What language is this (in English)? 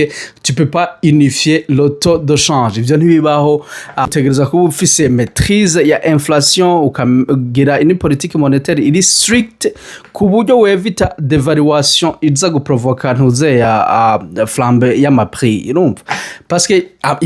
Rundi